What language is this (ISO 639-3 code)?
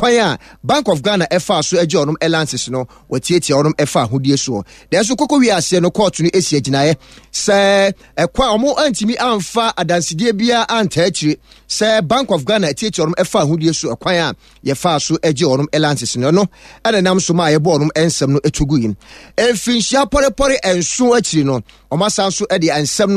aka